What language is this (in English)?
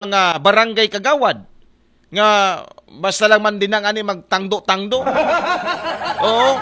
Aklanon